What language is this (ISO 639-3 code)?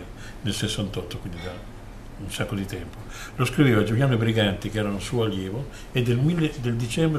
ita